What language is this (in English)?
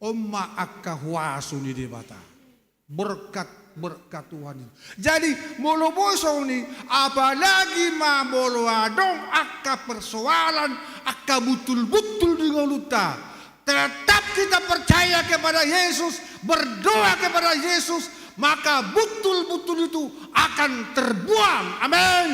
Batak Toba